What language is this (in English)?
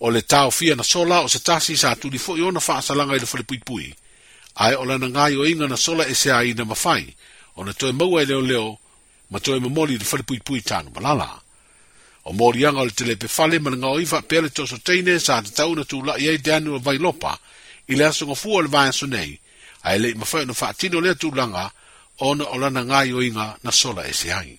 Samoan